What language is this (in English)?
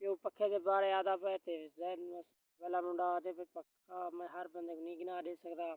Saraiki